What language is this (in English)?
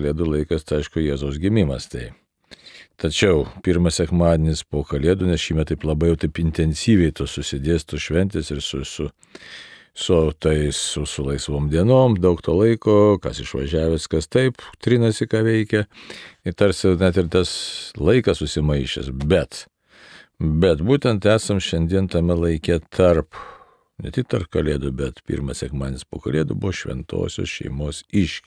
Lithuanian